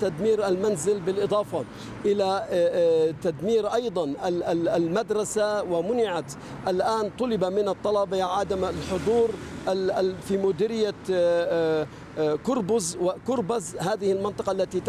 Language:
Arabic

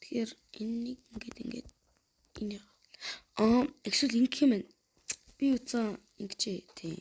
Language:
Mongolian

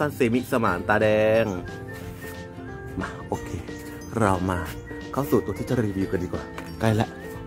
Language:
Thai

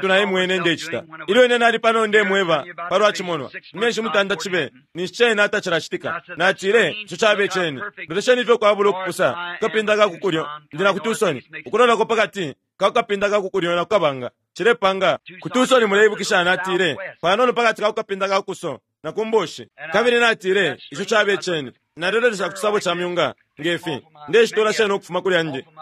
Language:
Bemba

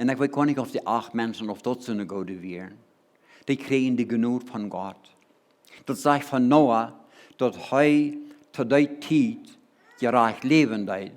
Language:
Plautdietsch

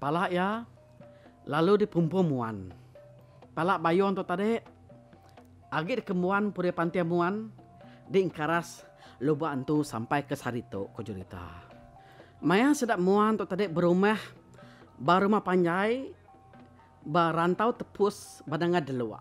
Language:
Iban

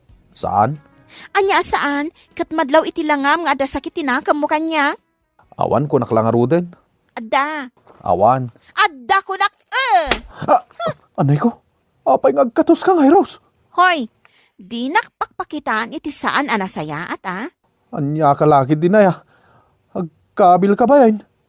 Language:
Iloko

